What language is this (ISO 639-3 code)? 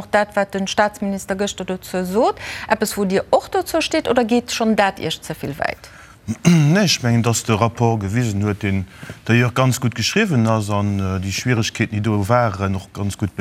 ltz